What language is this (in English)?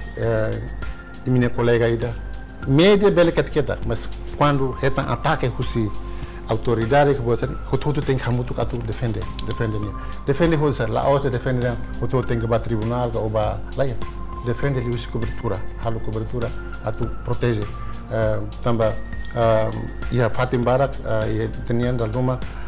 Tetum